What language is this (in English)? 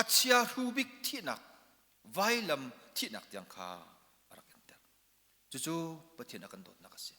Hakha Chin